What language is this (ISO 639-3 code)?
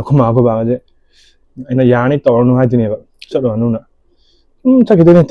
mni